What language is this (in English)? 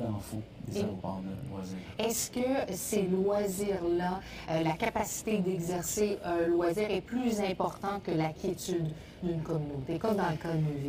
French